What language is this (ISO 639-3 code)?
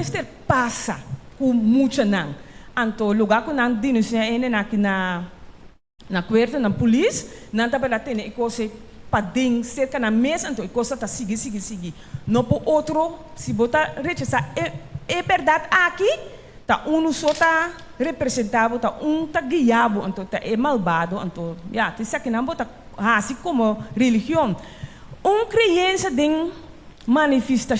pap